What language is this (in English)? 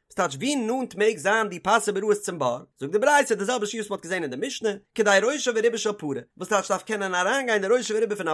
Yiddish